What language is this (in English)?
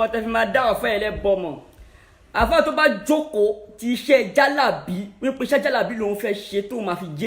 Yoruba